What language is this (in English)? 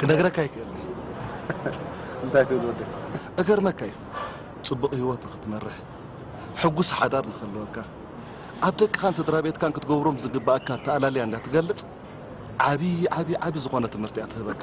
Tigrinya